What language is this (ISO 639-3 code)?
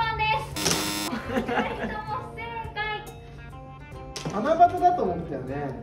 jpn